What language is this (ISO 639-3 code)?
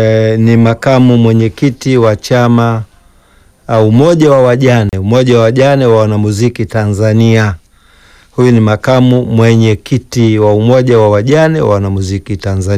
swa